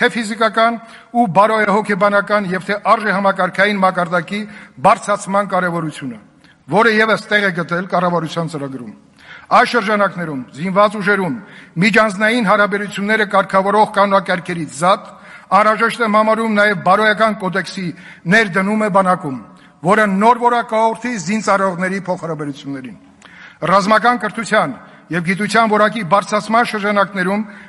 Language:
Armenian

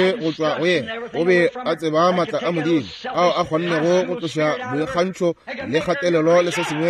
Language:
Northern Sotho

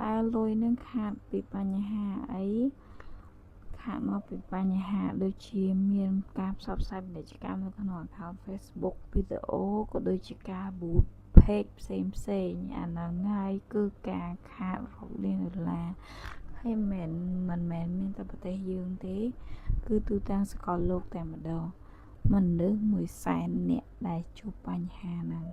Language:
Khmer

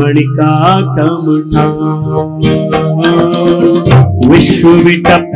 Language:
Hindi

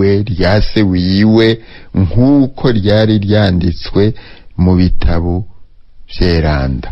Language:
Rundi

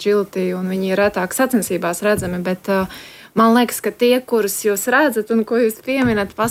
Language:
Latvian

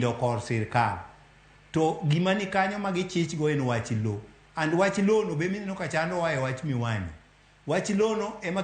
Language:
Luo (Kenya and Tanzania)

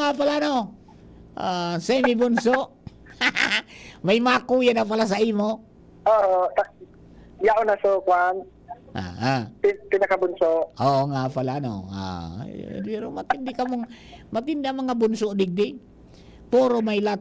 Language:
Bikol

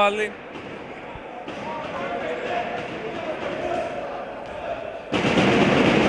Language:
Greek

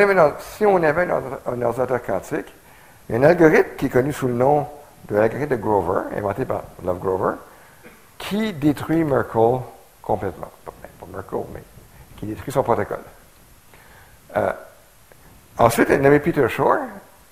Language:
French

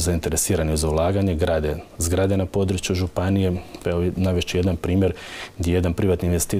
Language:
Croatian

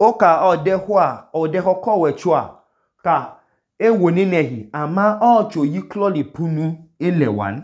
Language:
Idoma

